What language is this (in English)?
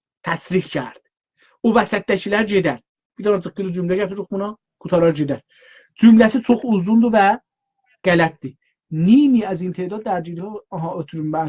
South Azerbaijani